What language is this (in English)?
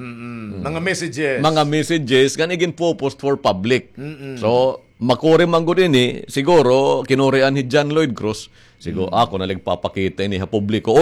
Waray